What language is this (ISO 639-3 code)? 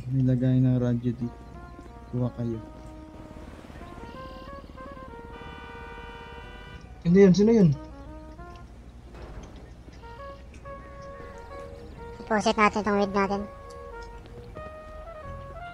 fil